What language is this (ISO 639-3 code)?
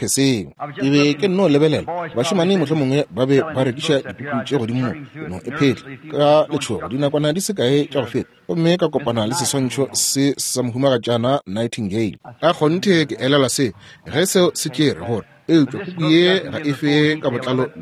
nso